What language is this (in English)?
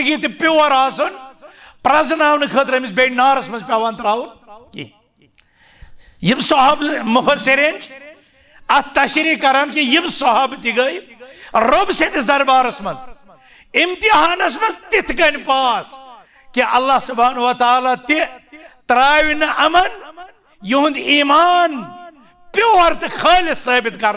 Kashmiri